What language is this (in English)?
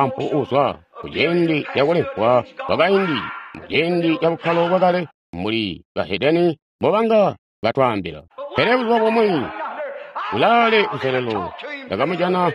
Tonga (Zambia)